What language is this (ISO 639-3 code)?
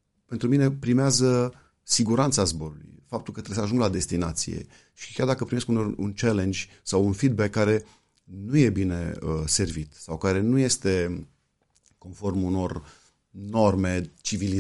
ron